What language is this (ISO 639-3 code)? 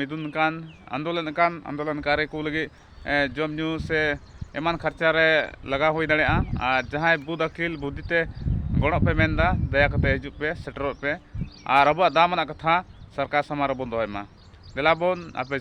sat